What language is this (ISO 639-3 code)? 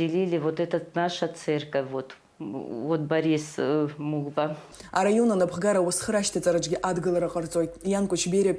abk